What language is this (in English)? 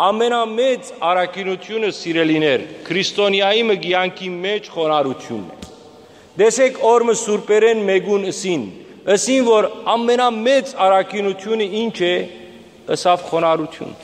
Western Armenian